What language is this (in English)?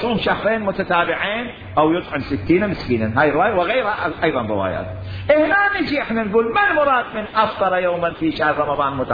Mesopotamian Arabic